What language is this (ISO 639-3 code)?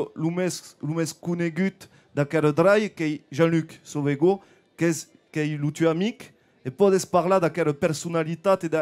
oci